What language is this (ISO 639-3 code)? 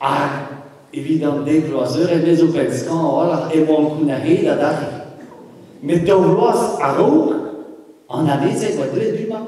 bre